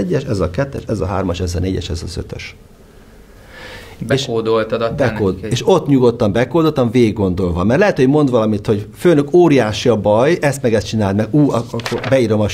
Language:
Hungarian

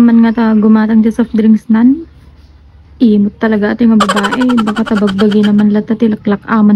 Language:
Iloko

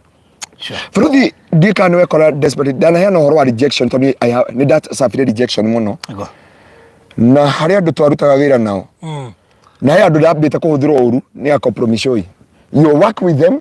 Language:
Kikuyu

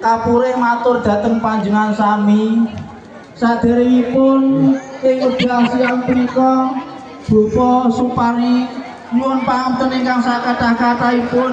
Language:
Javanese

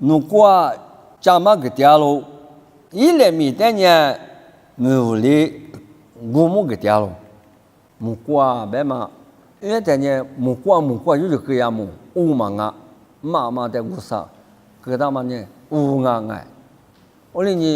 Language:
Lisu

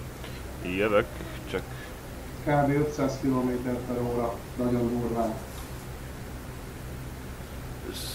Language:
Hungarian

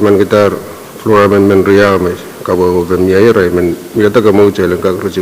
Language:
Pohnpeian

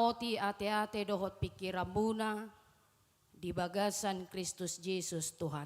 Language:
Batak Toba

